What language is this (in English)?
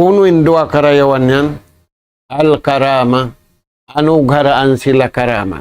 Tausug